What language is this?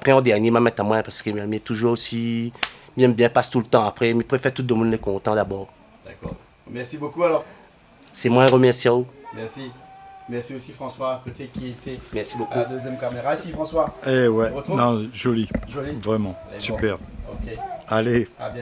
Réunion Creole French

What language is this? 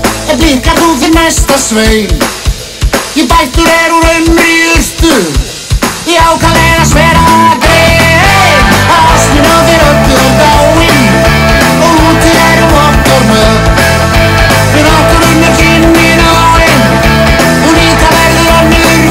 Icelandic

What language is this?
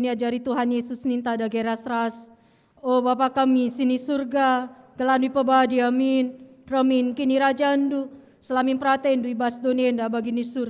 Batak Karo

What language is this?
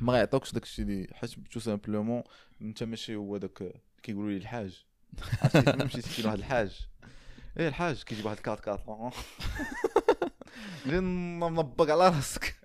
Moroccan Arabic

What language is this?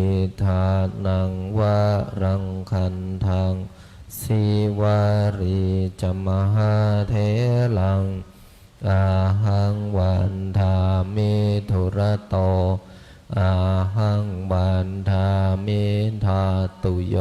Pali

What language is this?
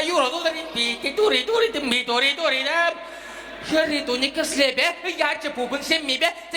Chuvash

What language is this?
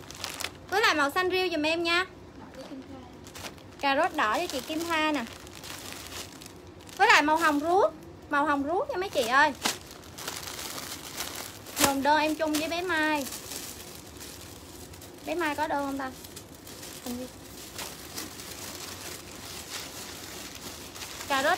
Vietnamese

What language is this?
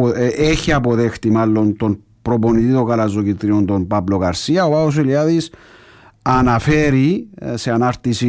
Greek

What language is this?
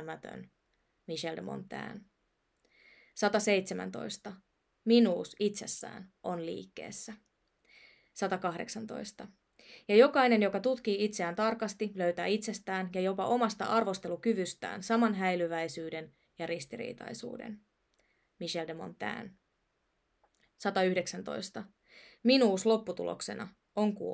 Finnish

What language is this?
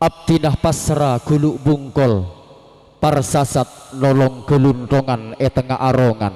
Madurese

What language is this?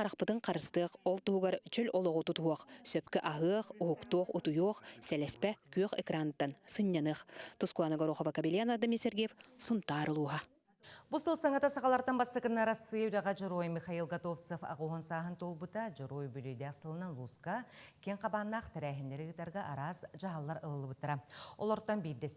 Yakut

